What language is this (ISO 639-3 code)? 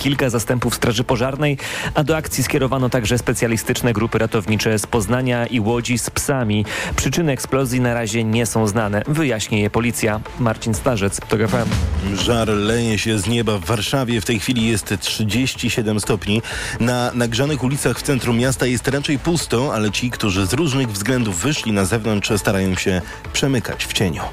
pol